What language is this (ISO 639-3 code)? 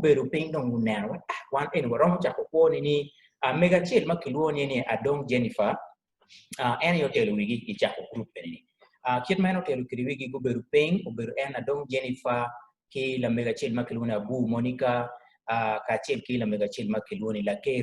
ach